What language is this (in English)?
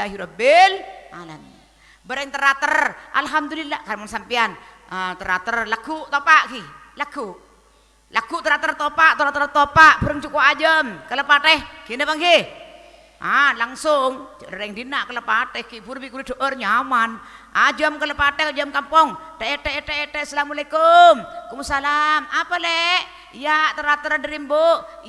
Madurese